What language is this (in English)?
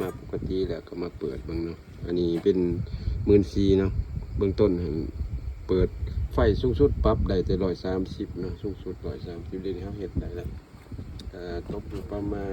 Lao